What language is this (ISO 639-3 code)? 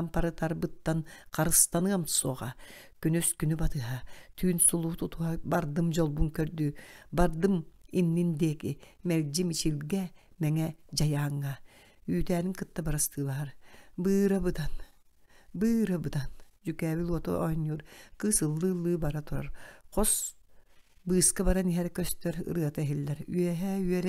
sah